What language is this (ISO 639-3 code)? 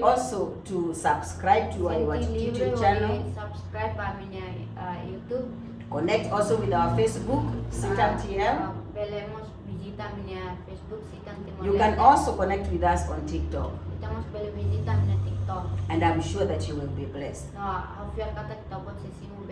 tet